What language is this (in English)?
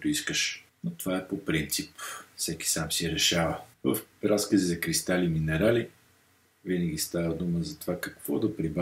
Bulgarian